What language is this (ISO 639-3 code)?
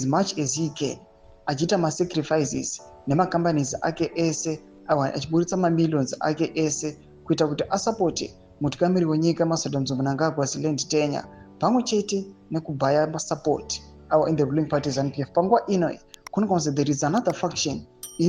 sna